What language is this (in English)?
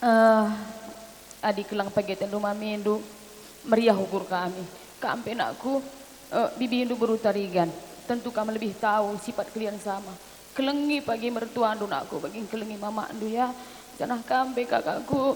Batak Karo